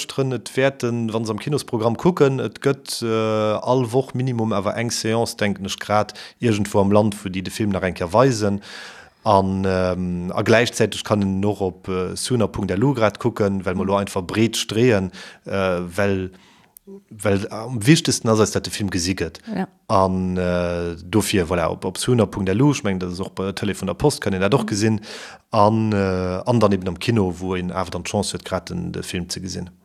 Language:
Luxembourgish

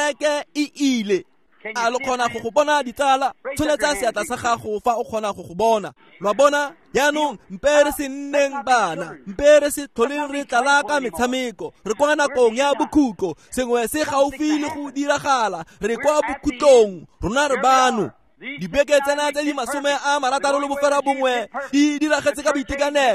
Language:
Tswana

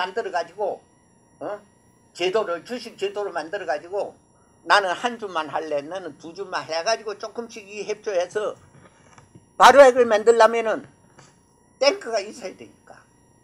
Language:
Korean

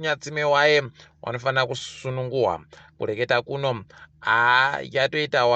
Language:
Ndau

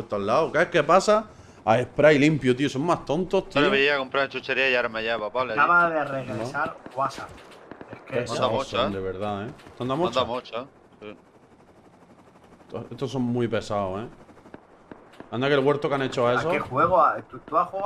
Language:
Spanish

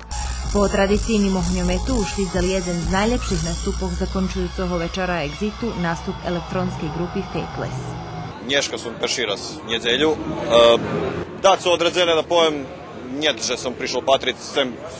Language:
Rusyn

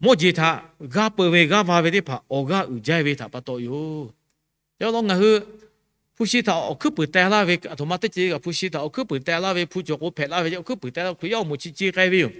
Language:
Lahu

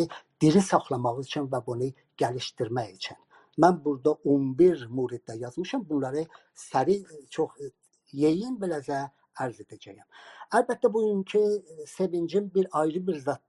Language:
South Azerbaijani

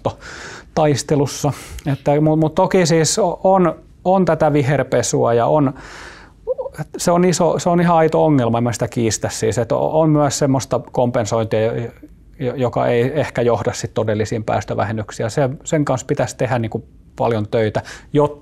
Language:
Finnish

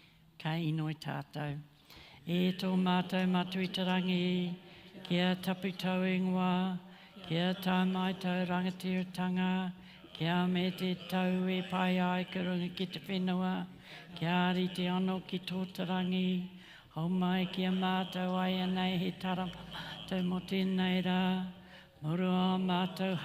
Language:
Māori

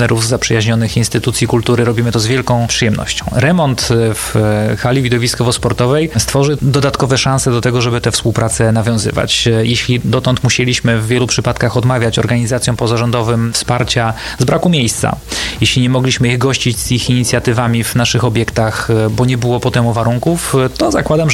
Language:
Polish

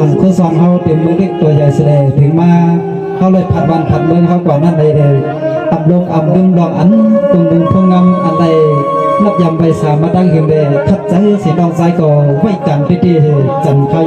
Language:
Shan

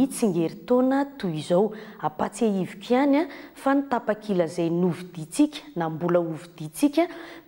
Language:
Malagasy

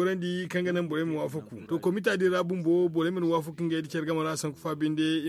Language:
Zarma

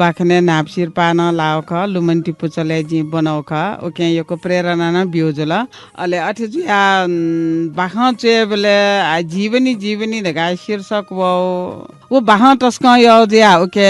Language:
Newari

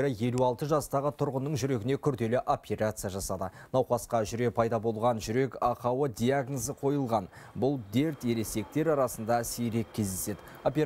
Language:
Kazakh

